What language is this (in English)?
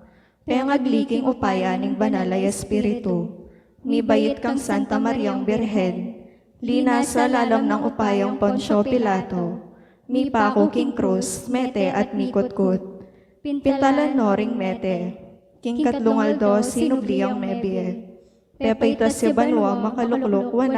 Pampanga